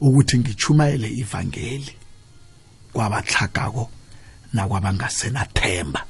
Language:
South Ndebele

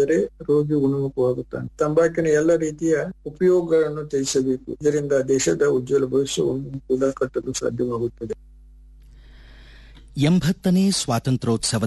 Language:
Kannada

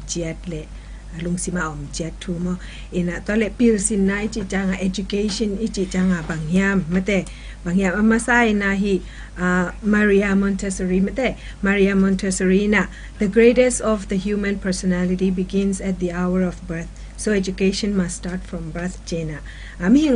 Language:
Tedim Chin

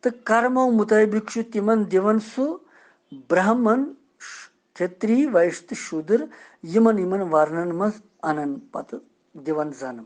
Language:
Kashmiri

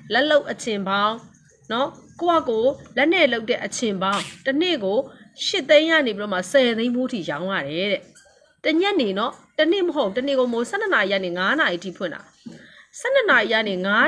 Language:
Burmese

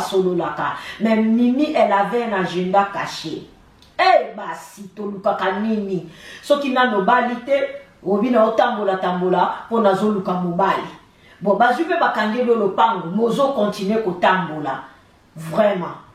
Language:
Lingala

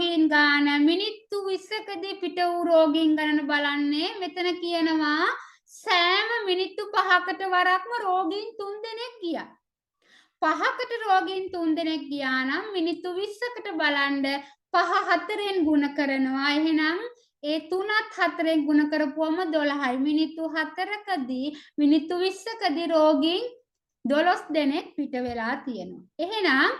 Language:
Sinhala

